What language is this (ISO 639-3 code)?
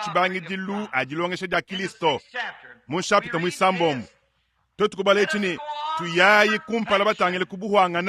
lua